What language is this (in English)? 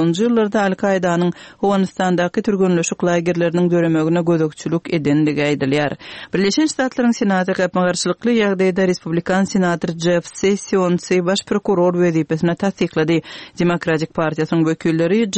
Turkmen